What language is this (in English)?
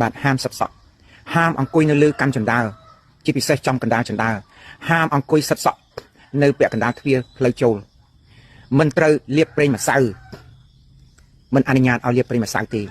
Khmer